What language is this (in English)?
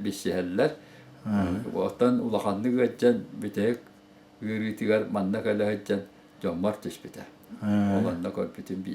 Yakut